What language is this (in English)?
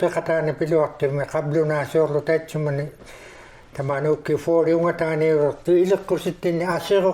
Inuktitut